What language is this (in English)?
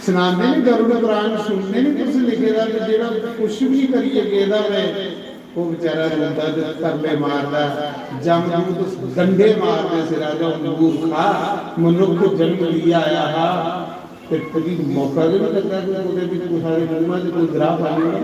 Dogri